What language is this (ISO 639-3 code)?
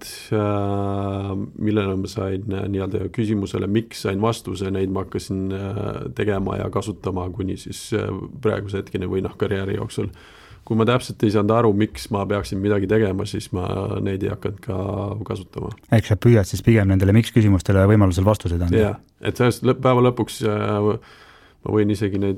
est